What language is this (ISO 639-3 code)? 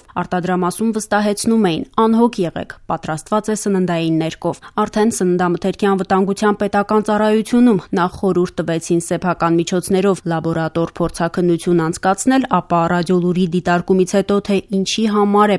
hye